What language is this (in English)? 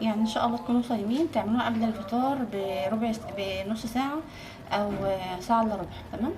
Egyptian Arabic